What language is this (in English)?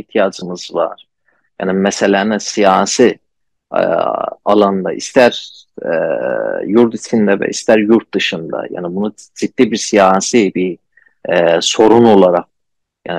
South Azerbaijani